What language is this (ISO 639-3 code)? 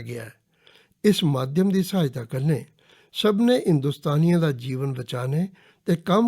doi